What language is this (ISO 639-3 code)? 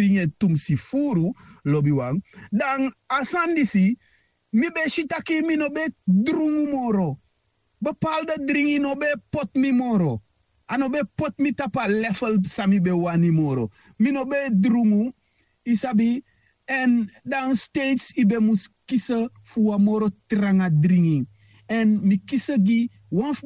srn